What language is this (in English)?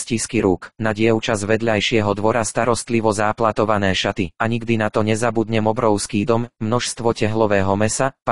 Slovak